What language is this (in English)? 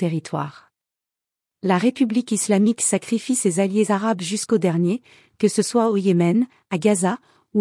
French